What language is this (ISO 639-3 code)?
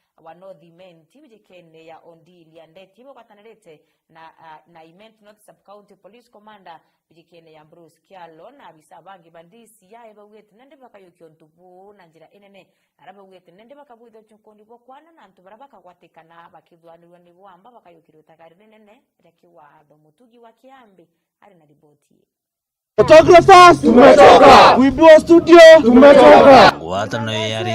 mer